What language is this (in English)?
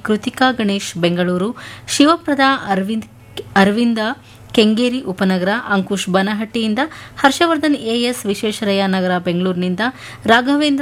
Kannada